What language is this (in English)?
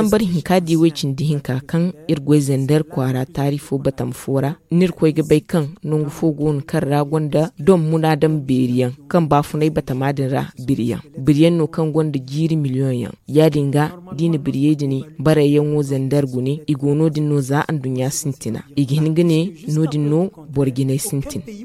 Zarma